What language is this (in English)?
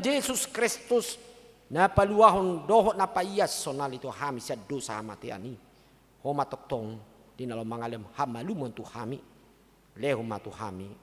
Batak Toba